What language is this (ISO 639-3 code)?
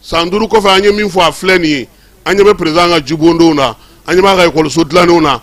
bam